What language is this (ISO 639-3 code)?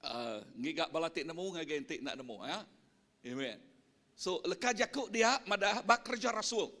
iba